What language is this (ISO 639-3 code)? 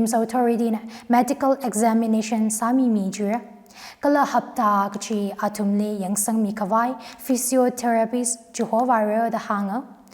nmf